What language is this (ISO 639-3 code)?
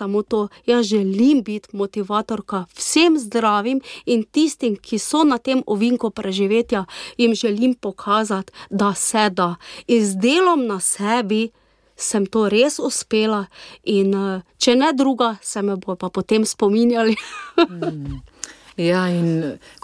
slv